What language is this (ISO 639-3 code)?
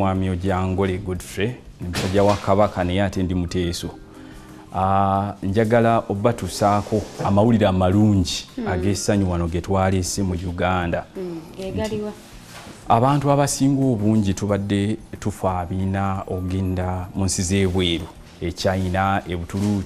lug